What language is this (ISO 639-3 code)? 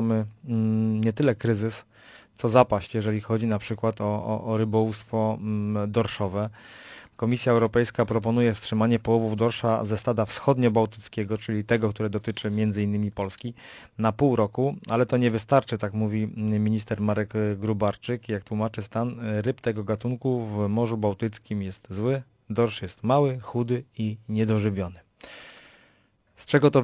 pol